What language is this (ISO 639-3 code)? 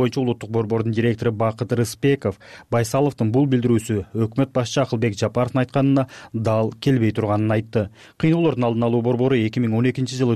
kir